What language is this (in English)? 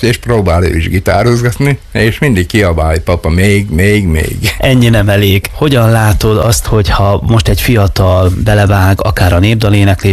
Hungarian